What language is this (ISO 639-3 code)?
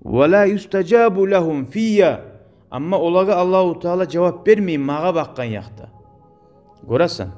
kum